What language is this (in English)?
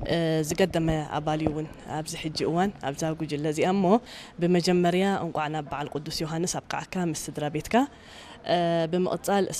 Tigrinya